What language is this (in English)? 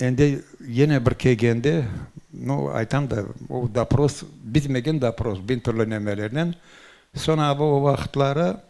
Crimean Tatar